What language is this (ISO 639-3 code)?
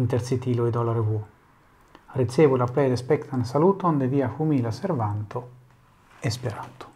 epo